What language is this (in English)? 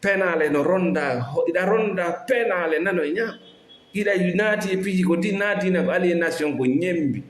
Fula